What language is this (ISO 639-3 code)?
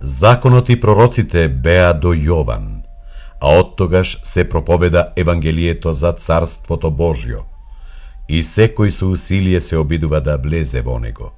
mkd